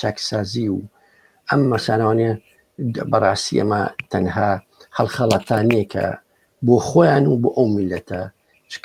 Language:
Central Kurdish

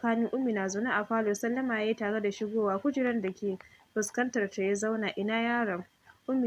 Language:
Hausa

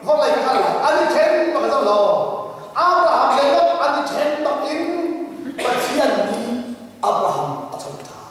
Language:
Hakha Chin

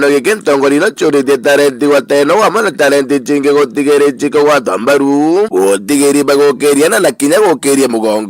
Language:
Meru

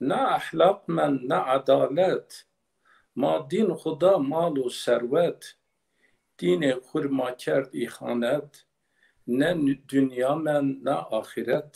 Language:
Zaza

